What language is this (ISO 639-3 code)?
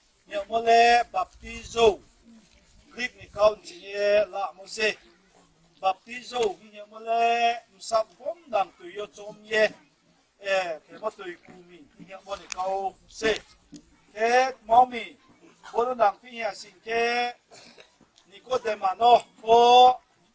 ria